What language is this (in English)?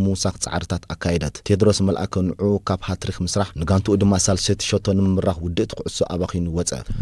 Tigrinya